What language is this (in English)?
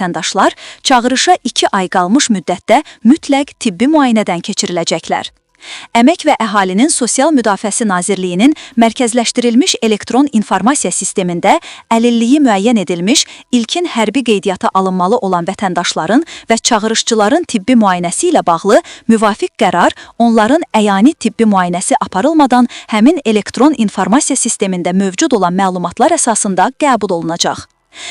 Azerbaijani